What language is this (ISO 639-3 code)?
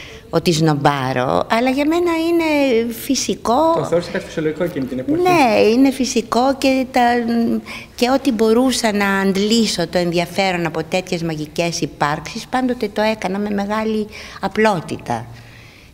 ell